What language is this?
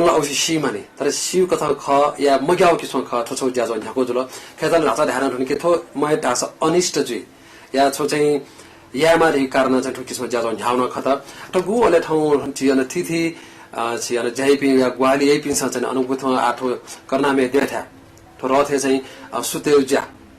Newari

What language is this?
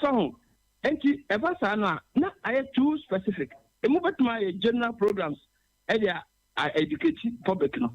Akan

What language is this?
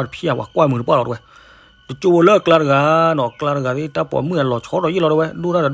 S'gaw Karen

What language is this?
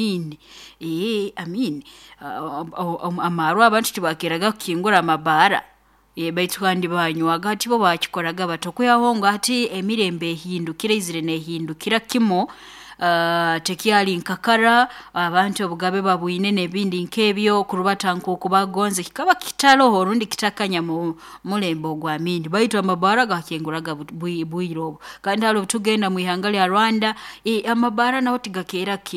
Nyoro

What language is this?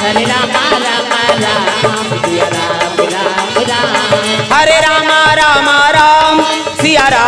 Chhattisgarhi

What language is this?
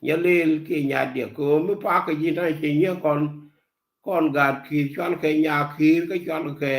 Nuer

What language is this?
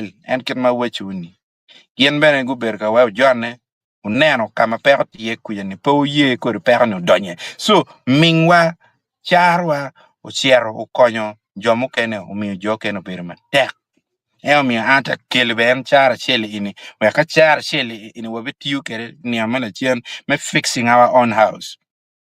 Acoli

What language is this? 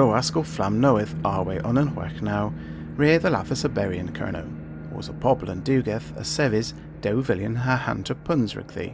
Cornish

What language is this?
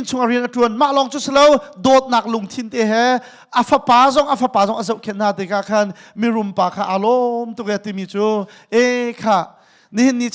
Hakha Chin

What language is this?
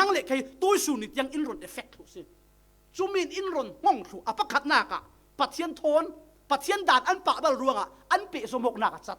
Falam Chin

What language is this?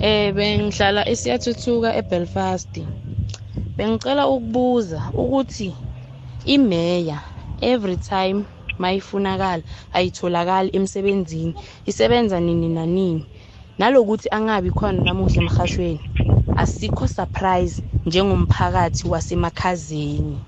South Ndebele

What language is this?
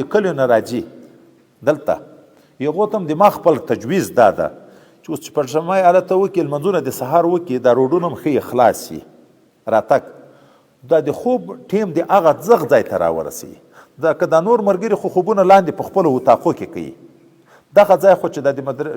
Pashto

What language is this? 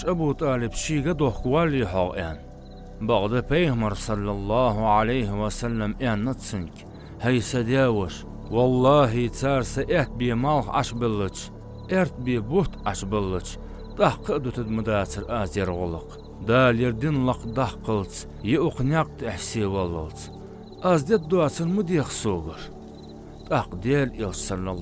Ingush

